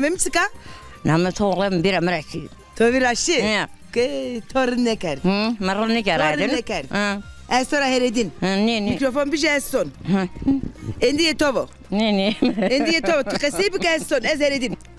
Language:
Zaza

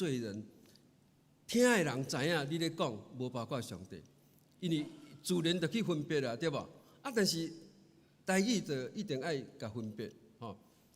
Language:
Min Nan Chinese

